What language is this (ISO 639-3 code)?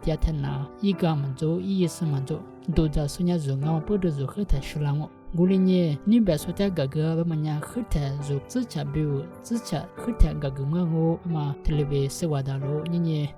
lis